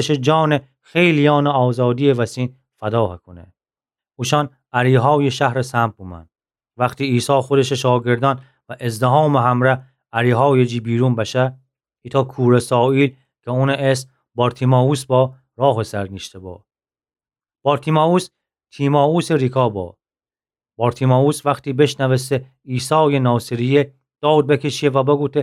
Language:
Gilaki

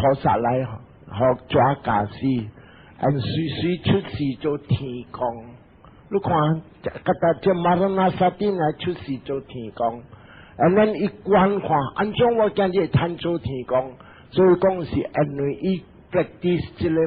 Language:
Min Nan Chinese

